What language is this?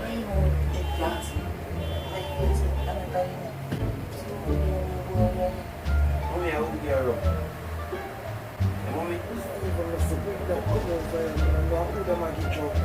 Jamaican Creole English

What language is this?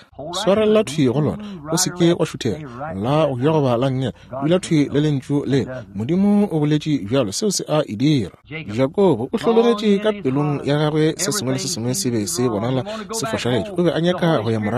Northern Sotho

